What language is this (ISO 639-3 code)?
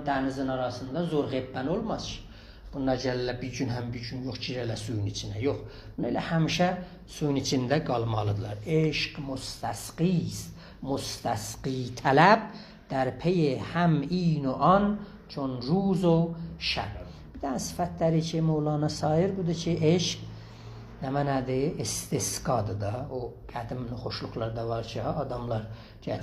azb